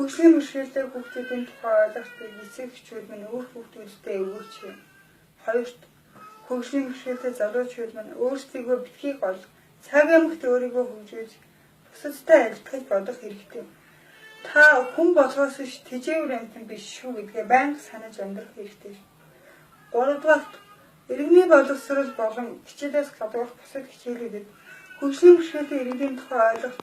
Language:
Mongolian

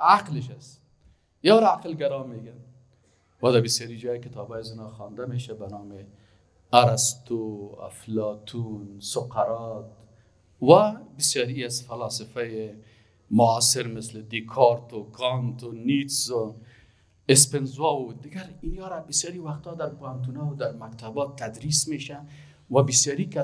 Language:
Persian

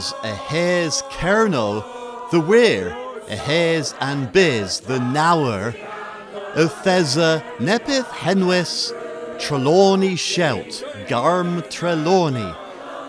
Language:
Cornish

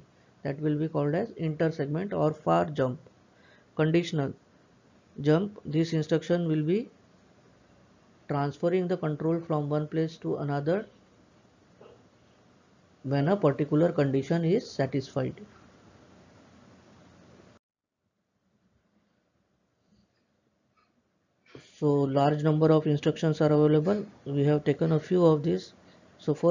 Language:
English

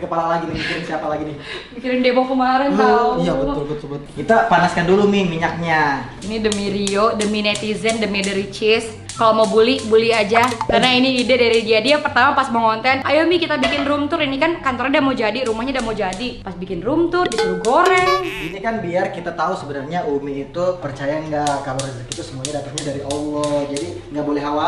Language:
Indonesian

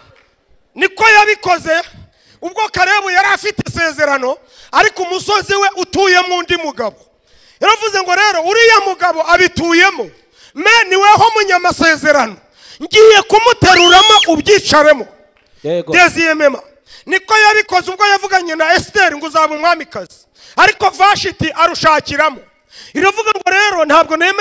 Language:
Kinyarwanda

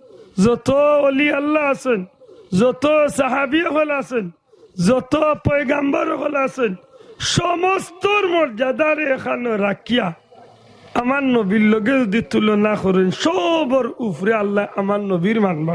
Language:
Sylheti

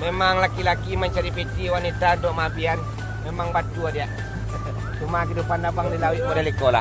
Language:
Minangkabau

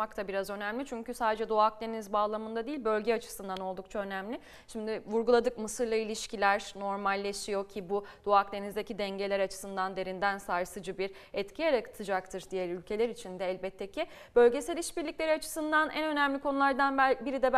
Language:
Turkish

